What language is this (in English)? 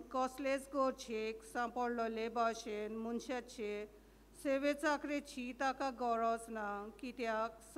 Konkani